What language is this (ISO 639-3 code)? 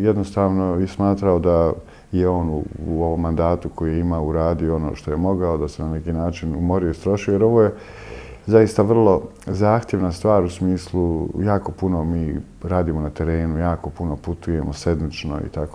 bos